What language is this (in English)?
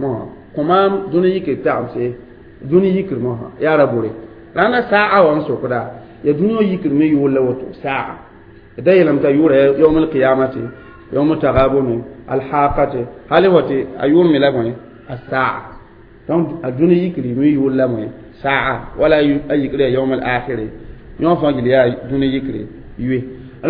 Mossi